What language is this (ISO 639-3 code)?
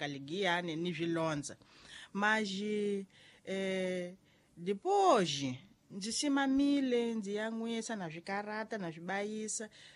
tso